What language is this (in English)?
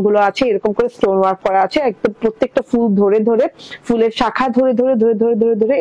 Bangla